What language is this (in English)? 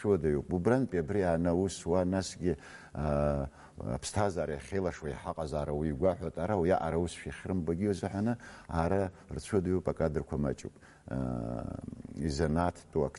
Abkhazian